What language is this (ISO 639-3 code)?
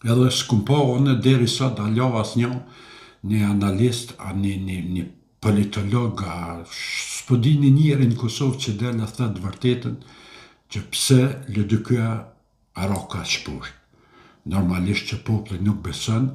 sqi